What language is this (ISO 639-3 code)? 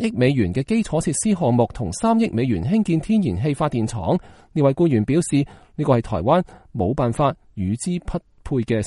yue